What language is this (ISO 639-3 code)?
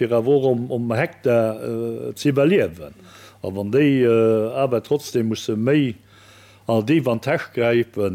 ltz